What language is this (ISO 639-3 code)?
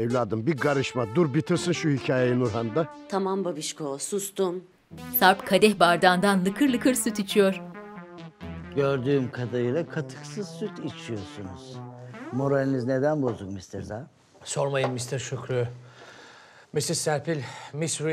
tur